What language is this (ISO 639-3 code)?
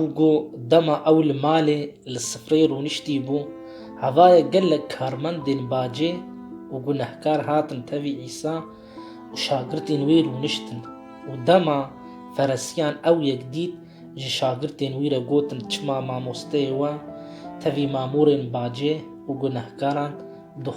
kur